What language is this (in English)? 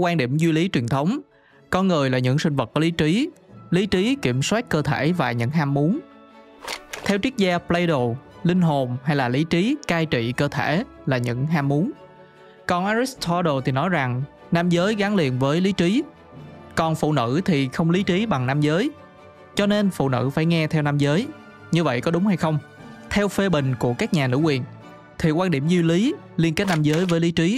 Vietnamese